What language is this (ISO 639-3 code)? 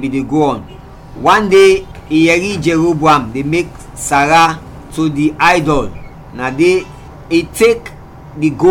kri